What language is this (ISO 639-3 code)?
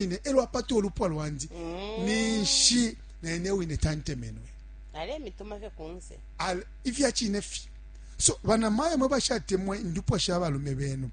bem